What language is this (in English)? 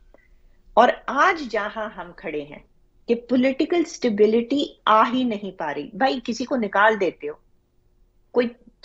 Hindi